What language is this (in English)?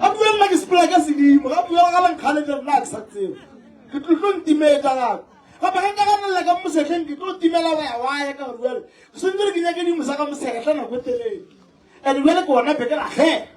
Northern Sotho